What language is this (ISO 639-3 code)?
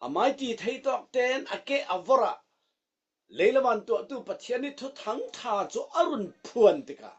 cfm